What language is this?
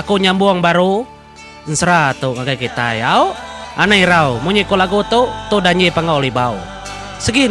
Iban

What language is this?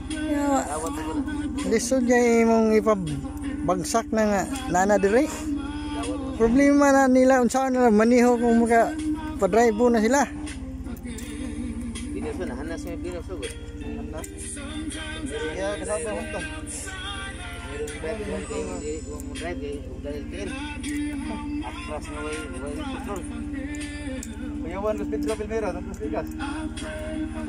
Cebuano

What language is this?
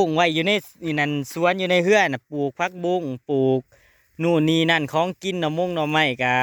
Northeastern Thai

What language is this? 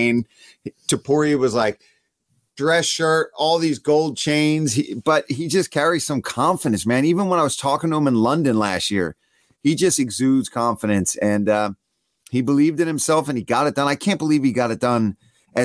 English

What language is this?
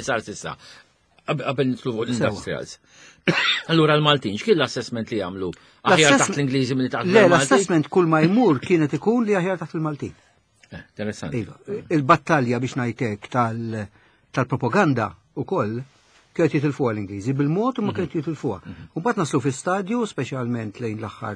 Maltese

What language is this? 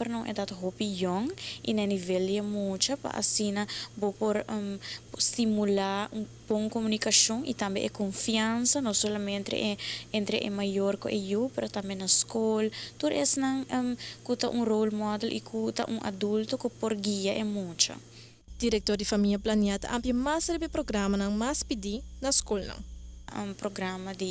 Papiamento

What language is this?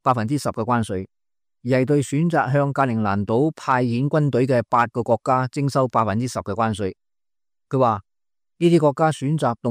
Cantonese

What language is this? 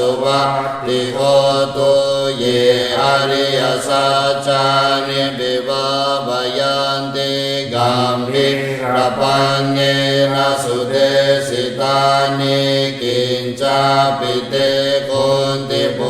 Pali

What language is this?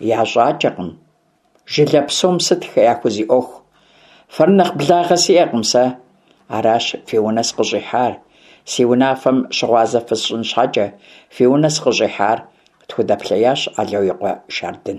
Kabardian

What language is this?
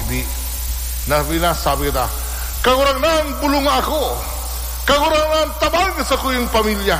Bikol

